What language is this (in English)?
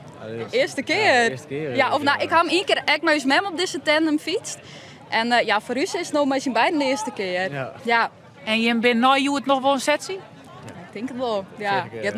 Western Frisian